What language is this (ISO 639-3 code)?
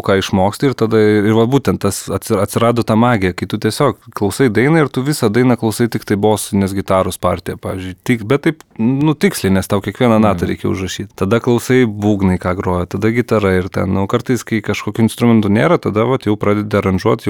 lit